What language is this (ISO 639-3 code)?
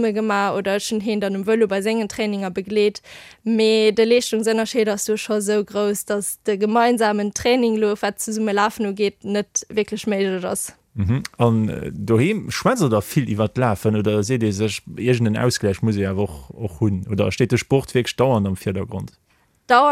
ltz